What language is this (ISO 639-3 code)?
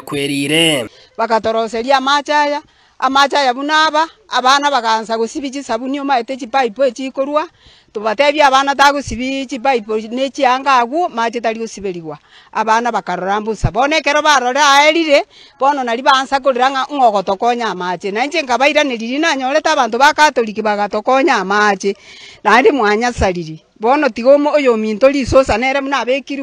guz